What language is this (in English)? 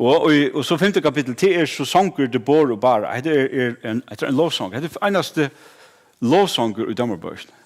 Faroese